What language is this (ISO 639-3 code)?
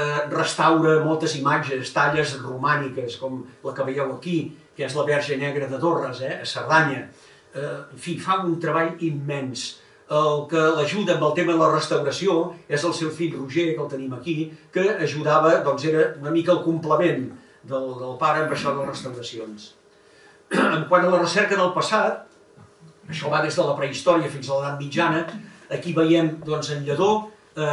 cat